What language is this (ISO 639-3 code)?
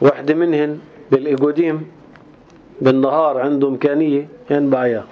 apc